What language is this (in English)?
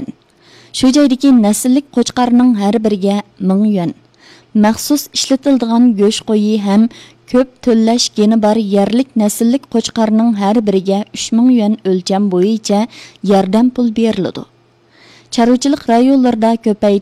Uyghur